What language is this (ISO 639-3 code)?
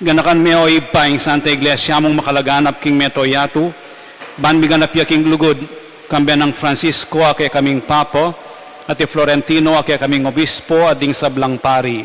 pam